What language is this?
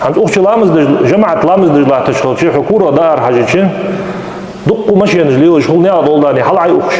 Ingush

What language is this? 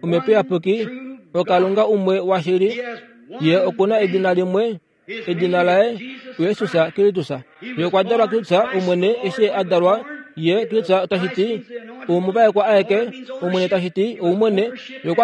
Kuanyama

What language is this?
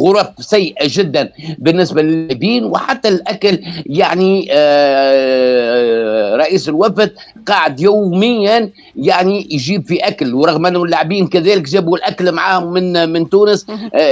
Tunisian Arabic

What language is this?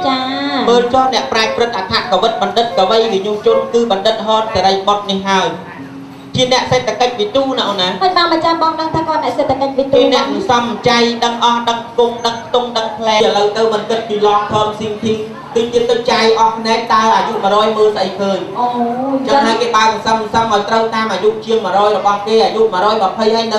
Khmer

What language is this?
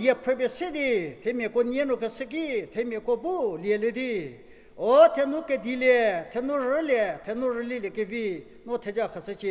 Angami Naga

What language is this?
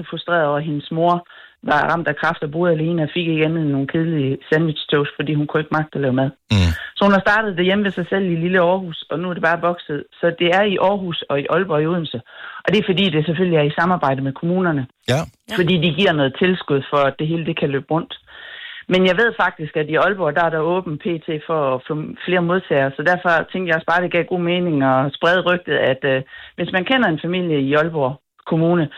Danish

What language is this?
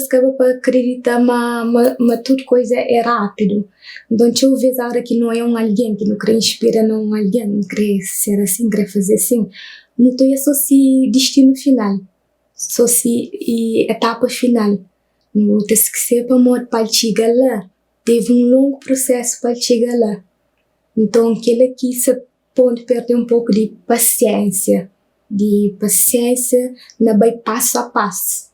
Kabuverdianu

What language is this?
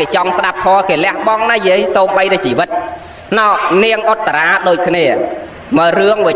Khmer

